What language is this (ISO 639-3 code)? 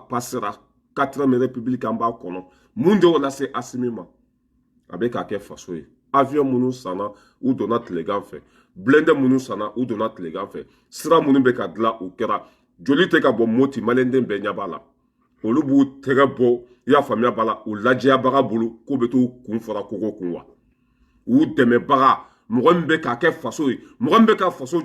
bam